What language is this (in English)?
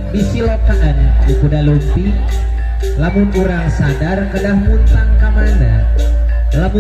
Sundanese